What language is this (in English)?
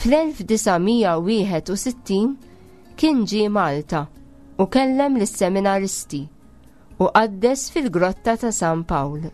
Maltese